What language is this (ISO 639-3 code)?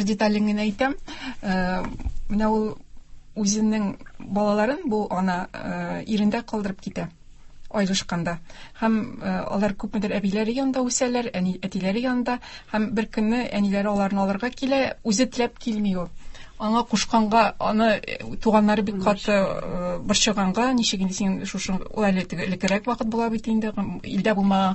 tat